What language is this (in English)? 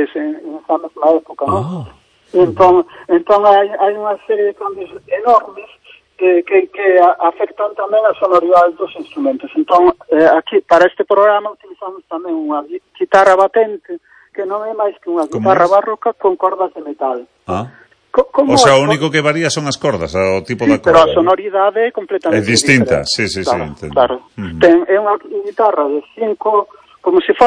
Galician